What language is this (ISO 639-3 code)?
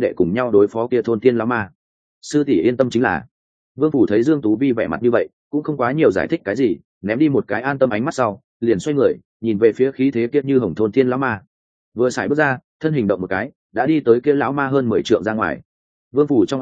vie